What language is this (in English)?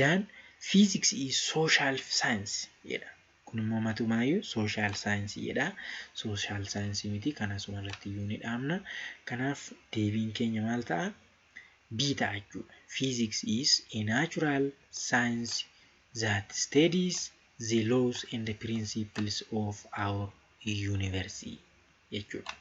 Oromo